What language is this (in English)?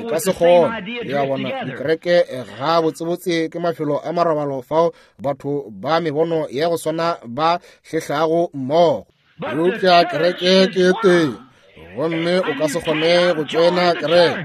Northern Sotho